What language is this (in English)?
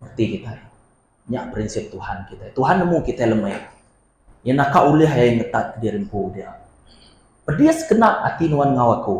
Iban